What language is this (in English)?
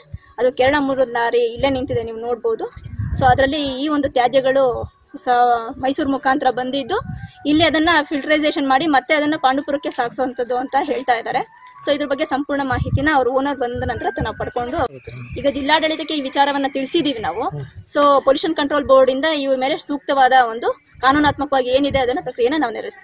Kannada